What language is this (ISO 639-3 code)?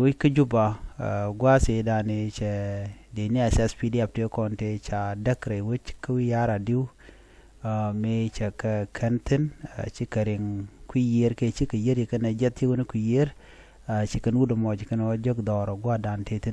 nus